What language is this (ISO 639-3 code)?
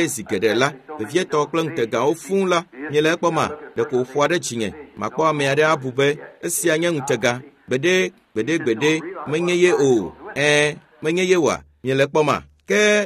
ewe